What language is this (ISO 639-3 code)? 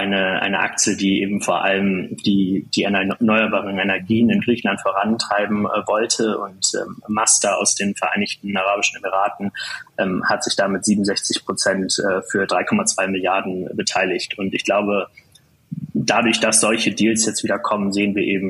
deu